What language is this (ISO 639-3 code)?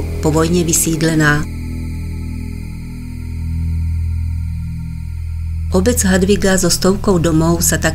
slk